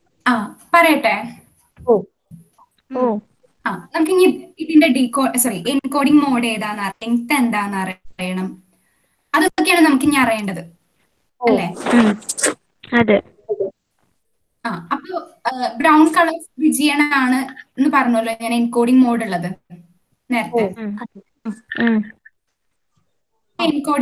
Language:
Malayalam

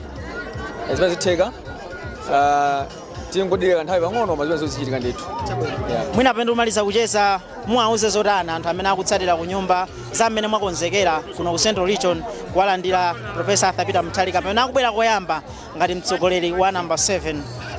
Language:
Nyanja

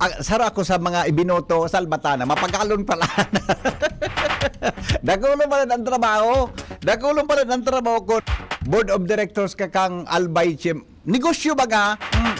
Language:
Bikol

